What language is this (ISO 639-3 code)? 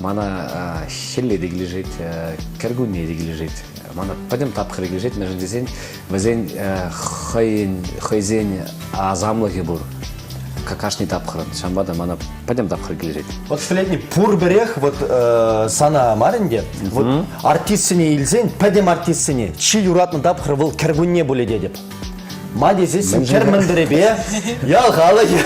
chv